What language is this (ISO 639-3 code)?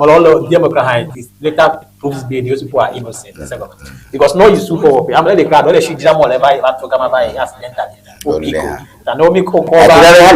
ewe